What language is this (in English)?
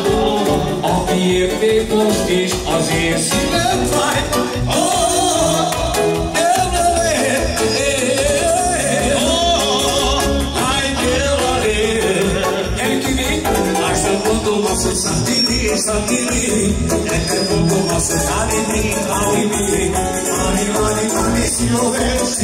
Hungarian